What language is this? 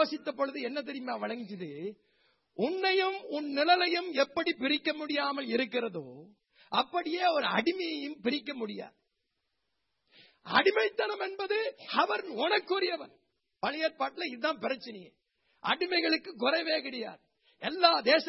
Tamil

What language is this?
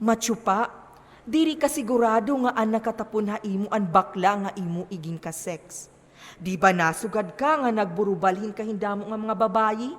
Waray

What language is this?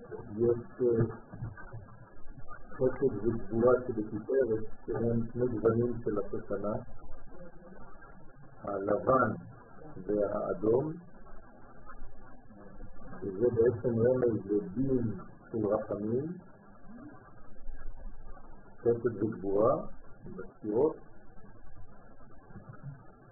Hebrew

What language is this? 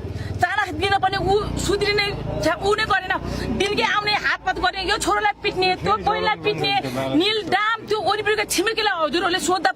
Nepali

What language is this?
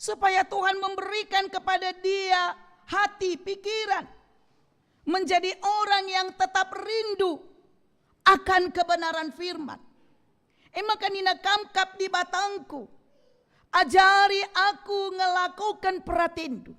Batak Karo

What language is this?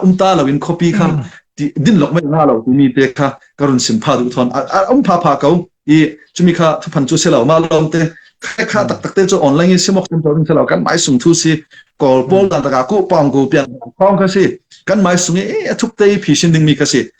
Falam Chin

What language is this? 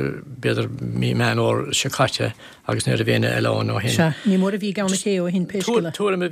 Irish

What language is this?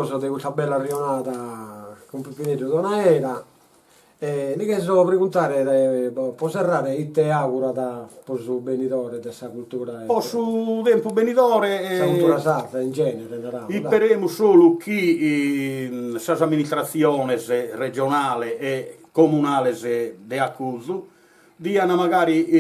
Sardinian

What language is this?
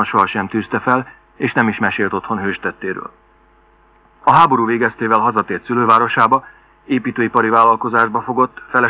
Hungarian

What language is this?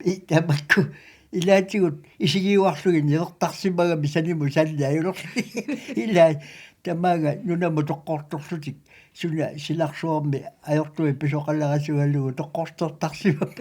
Kalaallisut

